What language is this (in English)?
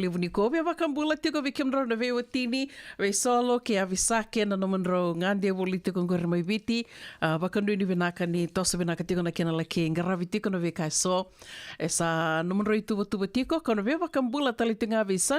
Fijian